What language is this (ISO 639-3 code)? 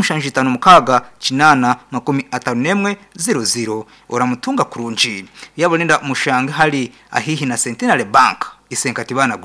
nyn